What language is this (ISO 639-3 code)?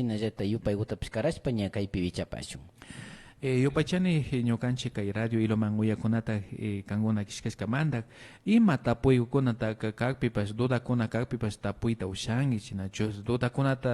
qvi